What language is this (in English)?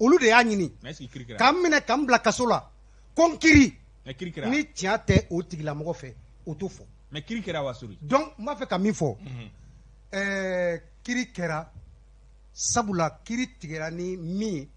Bambara